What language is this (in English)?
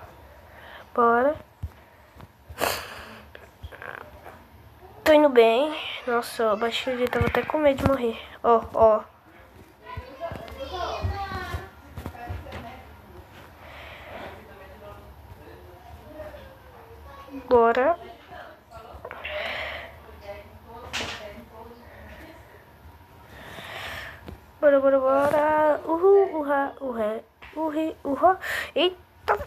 Portuguese